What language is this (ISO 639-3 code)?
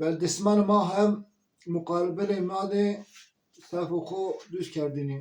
zza